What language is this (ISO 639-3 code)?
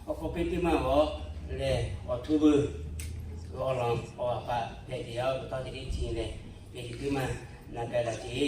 lhu